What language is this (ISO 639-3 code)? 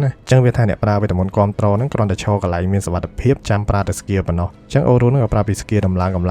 khm